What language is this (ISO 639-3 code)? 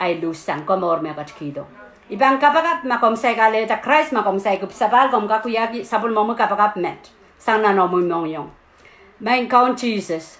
pon